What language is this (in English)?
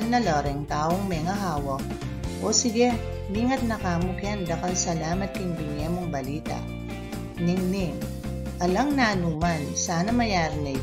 Pampanga